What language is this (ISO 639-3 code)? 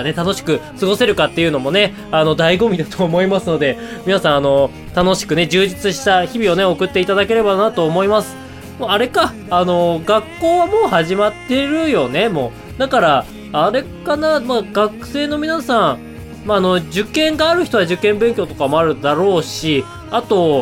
jpn